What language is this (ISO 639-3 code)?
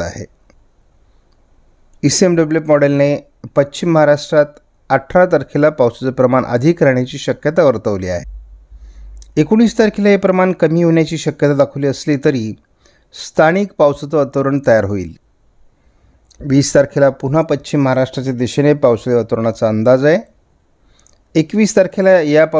mar